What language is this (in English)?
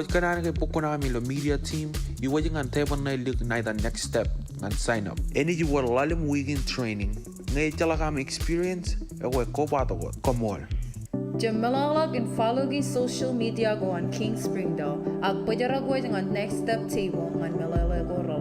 Marshallese